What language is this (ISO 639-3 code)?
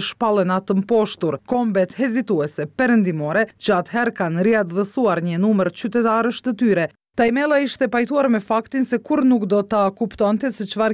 sqi